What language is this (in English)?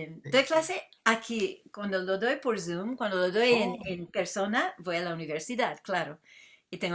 Ladino